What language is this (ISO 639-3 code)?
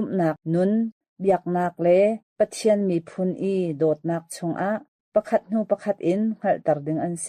cnh